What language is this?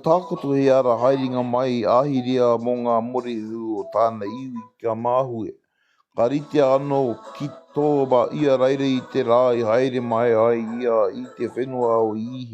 Māori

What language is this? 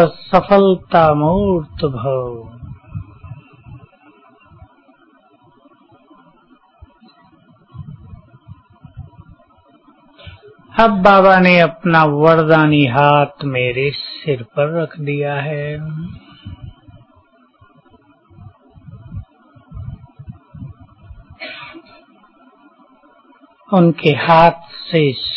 Hindi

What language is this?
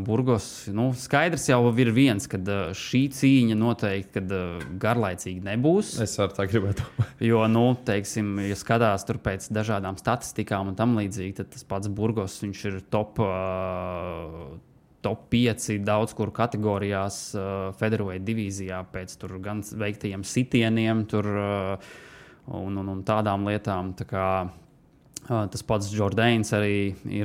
Latvian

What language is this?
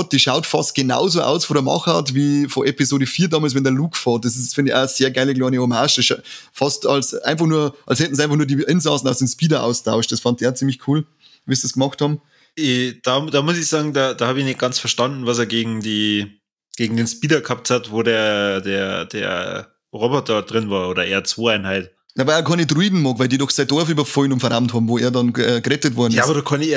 Bavarian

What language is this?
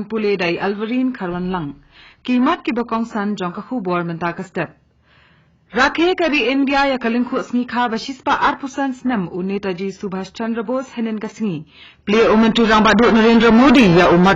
Khasi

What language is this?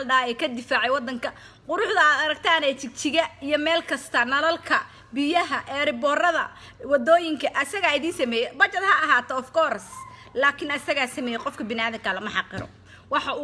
Somali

